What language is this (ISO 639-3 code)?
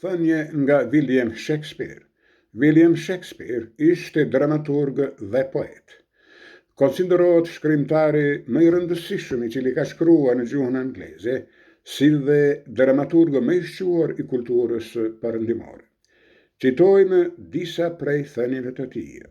sqi